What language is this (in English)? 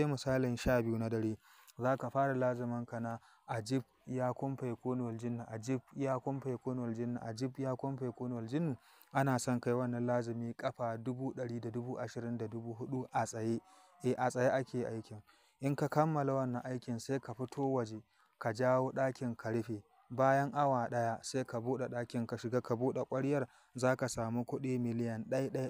Hausa